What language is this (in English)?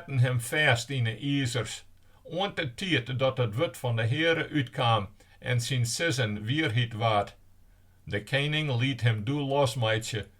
Western Frisian